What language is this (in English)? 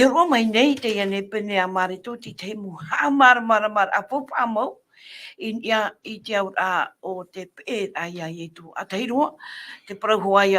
Tahitian